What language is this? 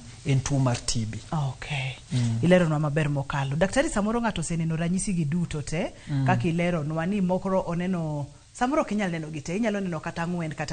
Luo (Kenya and Tanzania)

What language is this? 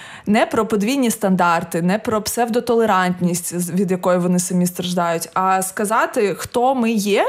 Ukrainian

